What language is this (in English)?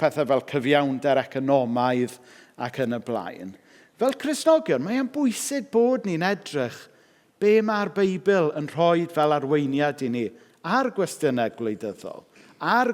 Welsh